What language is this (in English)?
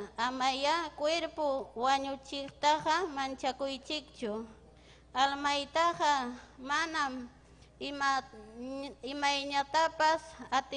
Ayacucho Quechua